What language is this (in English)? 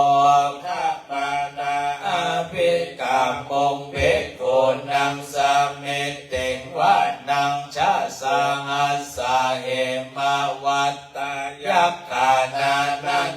Pali